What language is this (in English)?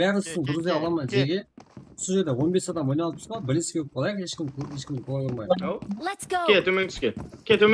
Kara-Kalpak